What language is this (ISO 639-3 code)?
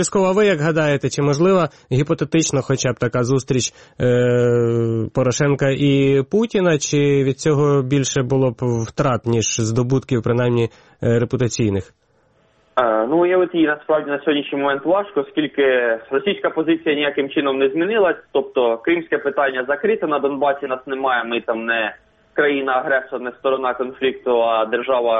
ukr